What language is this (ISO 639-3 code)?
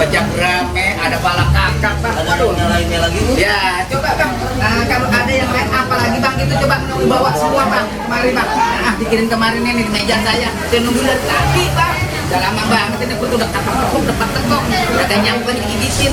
bew